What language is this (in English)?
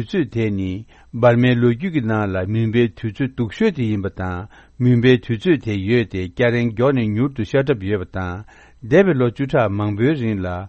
Tibetan